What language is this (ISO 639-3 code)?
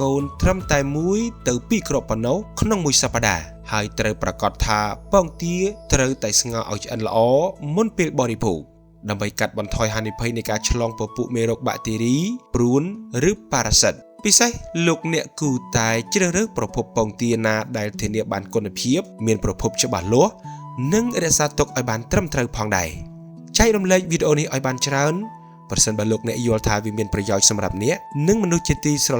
khm